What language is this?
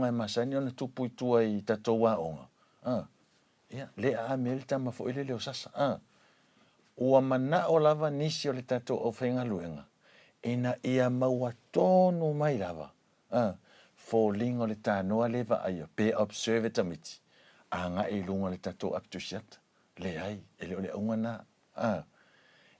Samoan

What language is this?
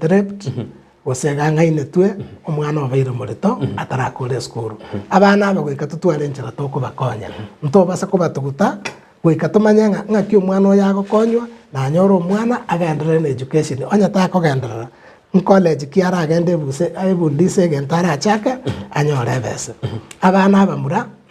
Gusii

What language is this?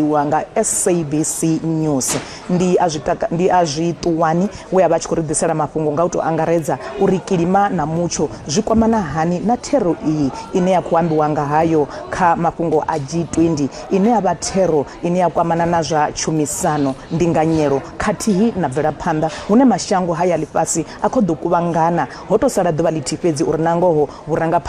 Venda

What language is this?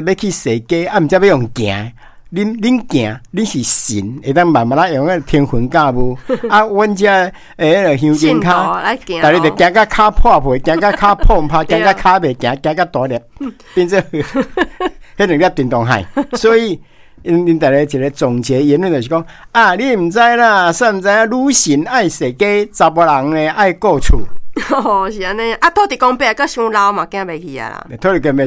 Min Nan Chinese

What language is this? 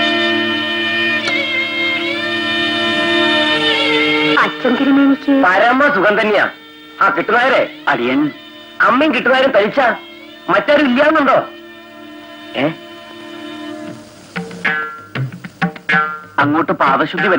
Malayalam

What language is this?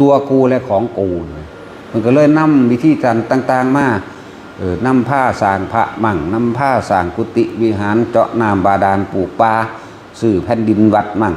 Lao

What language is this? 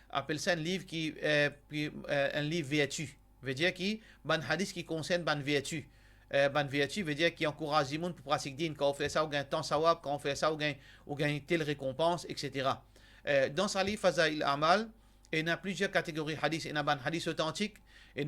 Morisyen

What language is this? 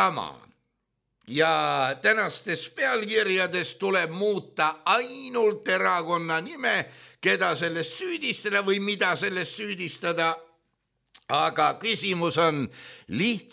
Estonian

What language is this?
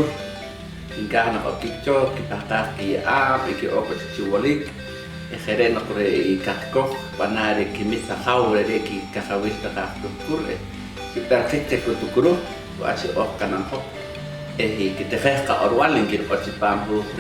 Poqomchi'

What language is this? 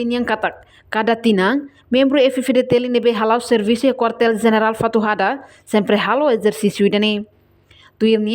Tetum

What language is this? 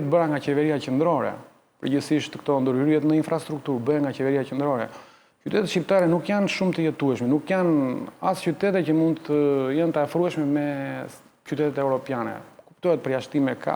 Albanian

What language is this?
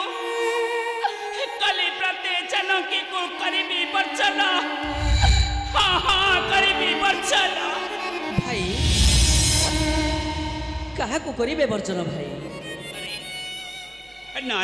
Odia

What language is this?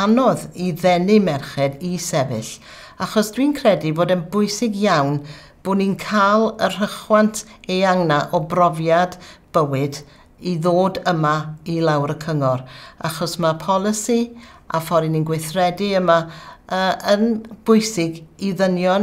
Welsh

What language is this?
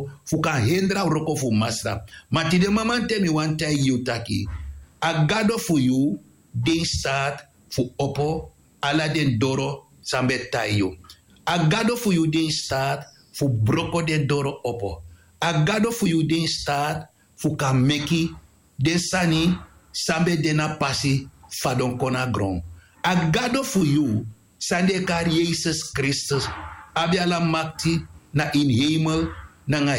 Sranan Tongo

